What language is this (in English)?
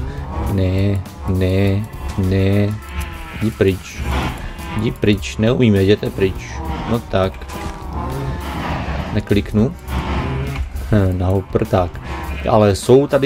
Czech